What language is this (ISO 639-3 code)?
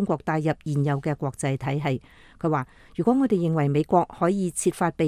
yue